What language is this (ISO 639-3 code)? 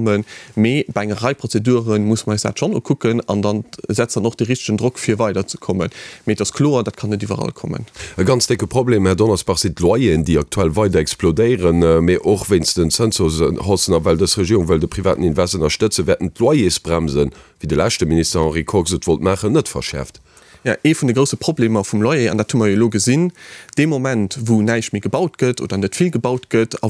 ltz